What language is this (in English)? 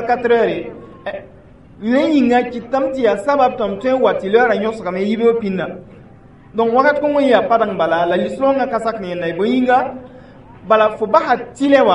Mossi